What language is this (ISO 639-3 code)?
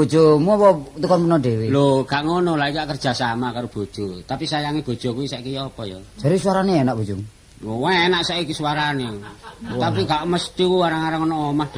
jav